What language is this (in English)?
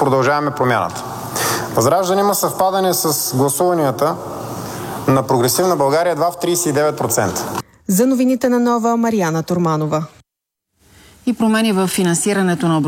Bulgarian